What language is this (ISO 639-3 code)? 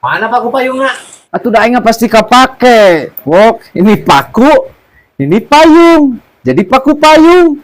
sun